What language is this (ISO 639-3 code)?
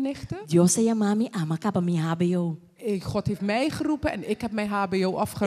pap